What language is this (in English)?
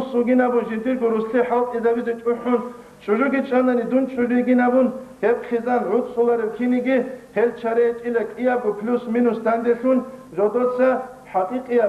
Avaric